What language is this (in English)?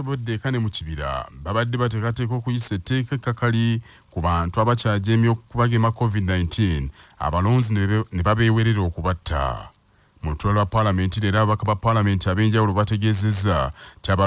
Ganda